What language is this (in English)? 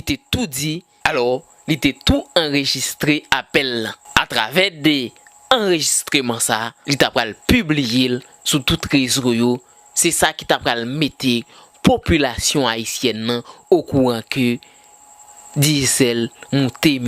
Haitian Creole